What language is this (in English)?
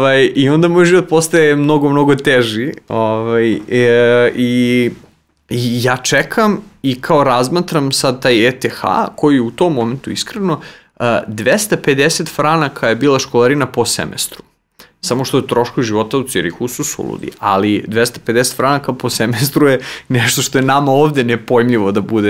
Serbian